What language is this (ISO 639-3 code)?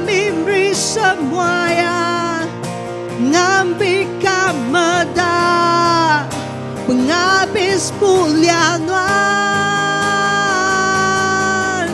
iba